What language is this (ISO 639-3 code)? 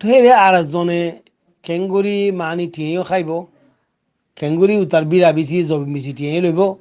rhg